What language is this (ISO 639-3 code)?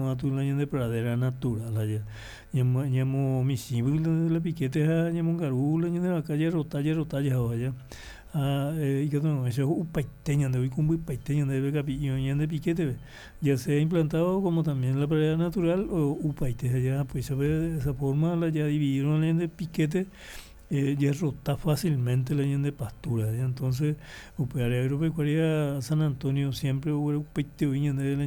grn